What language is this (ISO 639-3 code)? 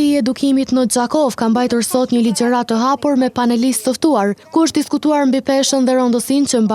sqi